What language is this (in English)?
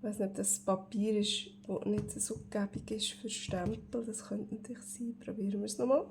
Swiss German